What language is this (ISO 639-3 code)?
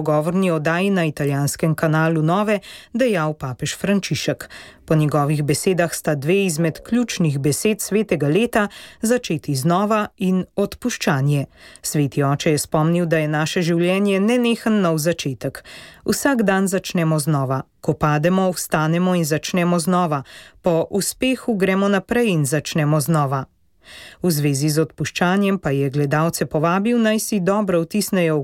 slv